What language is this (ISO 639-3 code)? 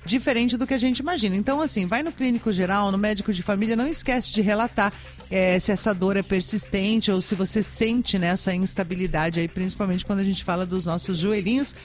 por